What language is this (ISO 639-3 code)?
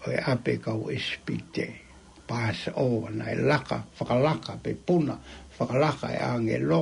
ton